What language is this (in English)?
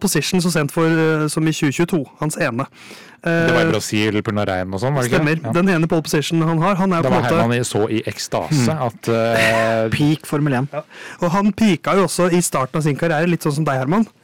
Norwegian